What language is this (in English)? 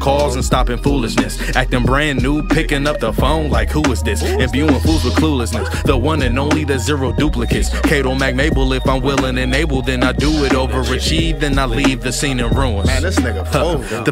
English